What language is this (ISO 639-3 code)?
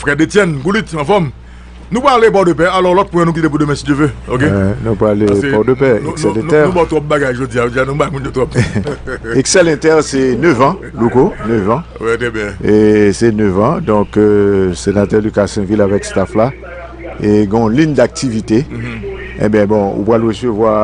hat